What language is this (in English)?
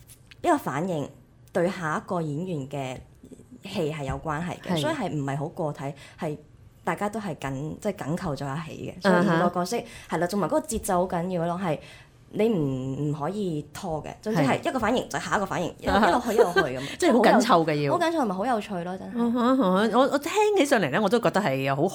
Cantonese